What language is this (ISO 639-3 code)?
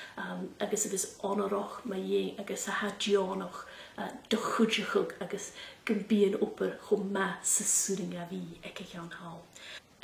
gla